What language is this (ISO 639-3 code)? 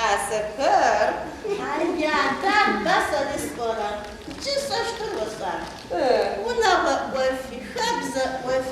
ady